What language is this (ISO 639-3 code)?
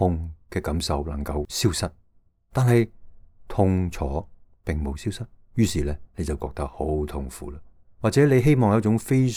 yue